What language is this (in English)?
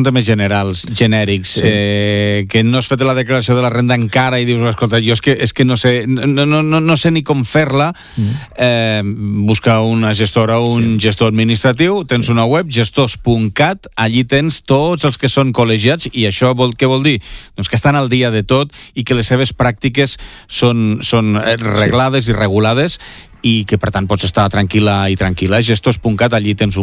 Catalan